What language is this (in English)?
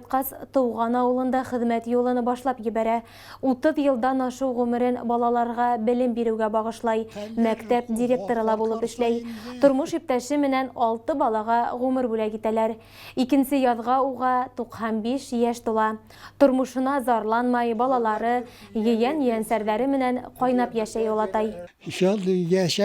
Bashkir